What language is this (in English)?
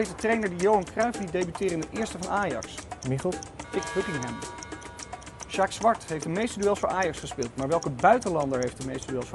Dutch